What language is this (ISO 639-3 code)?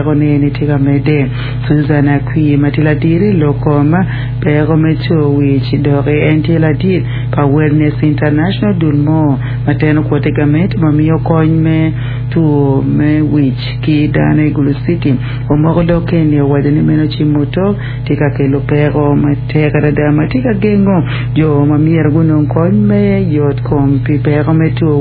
ach